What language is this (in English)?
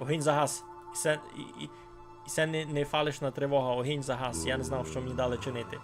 Rusyn